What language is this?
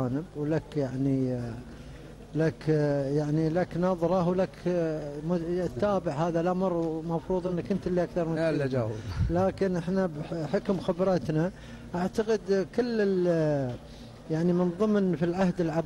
Gulf Arabic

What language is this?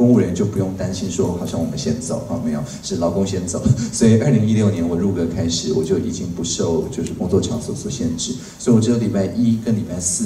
Chinese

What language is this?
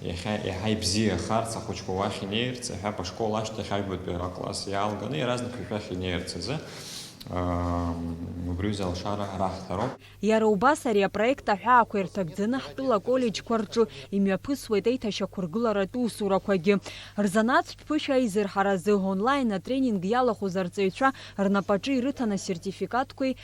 Abkhazian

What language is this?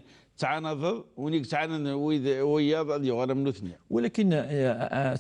Kabyle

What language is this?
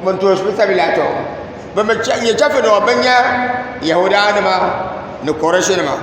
Dagbani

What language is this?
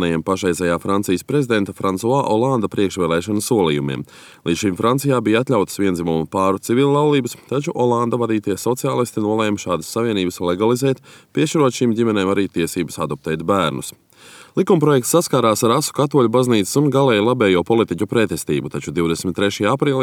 Latvian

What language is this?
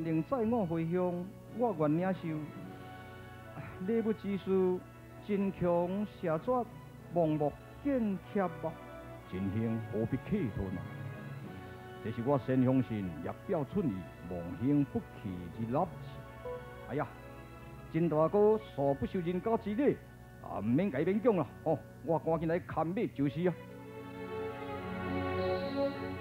Min Nan Chinese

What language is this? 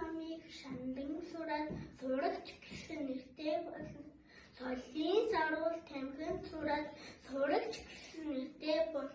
Mongolian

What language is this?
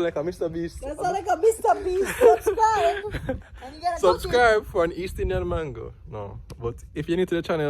Jamaican Creole English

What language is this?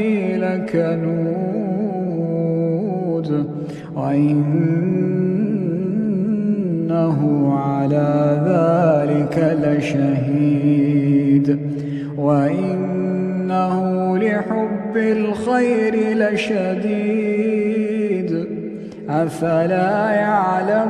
Arabic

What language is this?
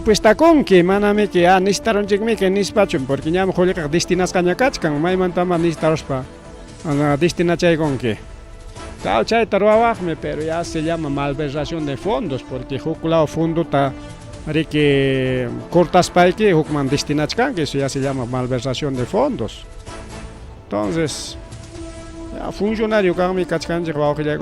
Ayacucho Quechua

